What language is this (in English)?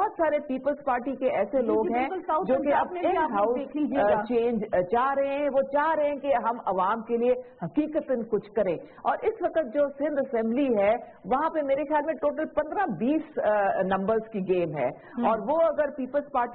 Urdu